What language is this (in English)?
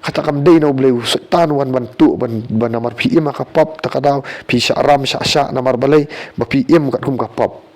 Khasi